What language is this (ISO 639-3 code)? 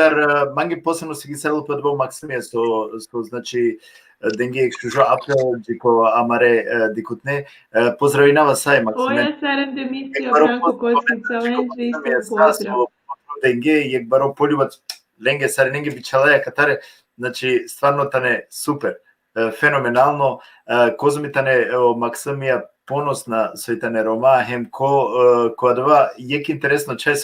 rmn